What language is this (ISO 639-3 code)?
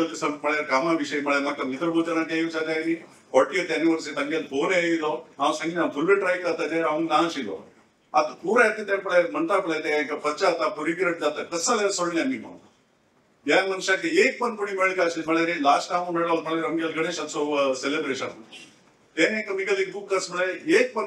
kok